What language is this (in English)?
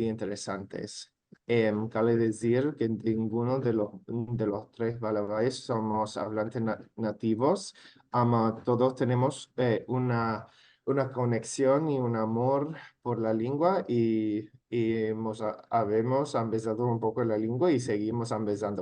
Ladino